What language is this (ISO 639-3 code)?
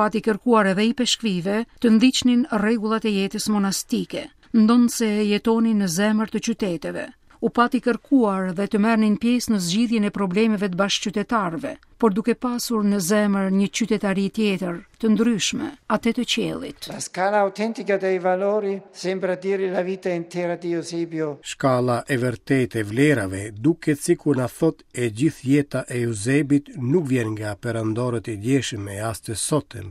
sqi